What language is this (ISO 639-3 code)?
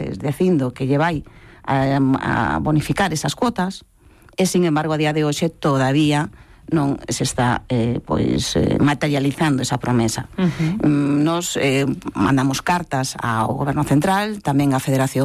glg